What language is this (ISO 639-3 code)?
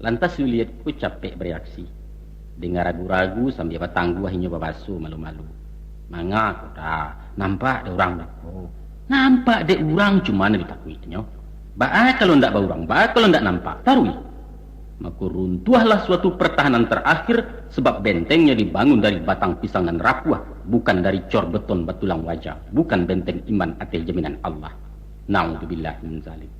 min